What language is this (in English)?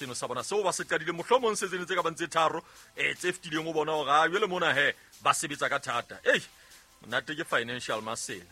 Southern Sotho